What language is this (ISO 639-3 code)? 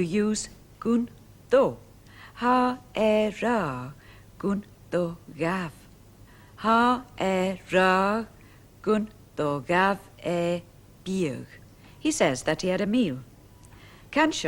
gla